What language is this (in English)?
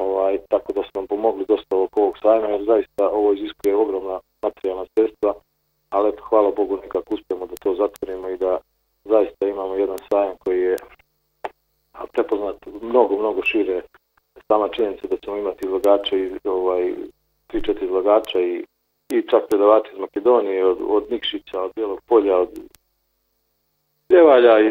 Bosnian